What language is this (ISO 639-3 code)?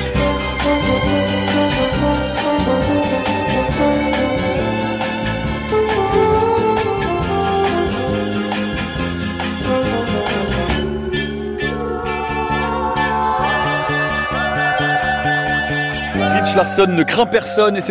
fra